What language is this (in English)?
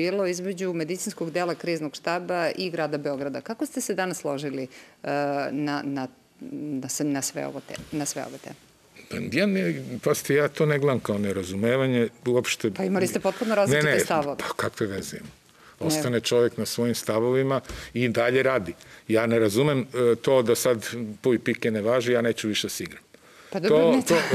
Serbian